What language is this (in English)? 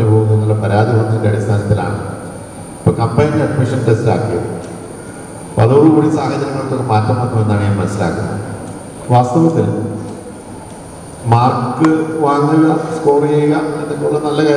Malayalam